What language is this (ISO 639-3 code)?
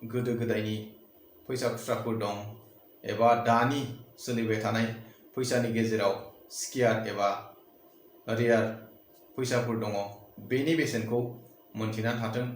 brx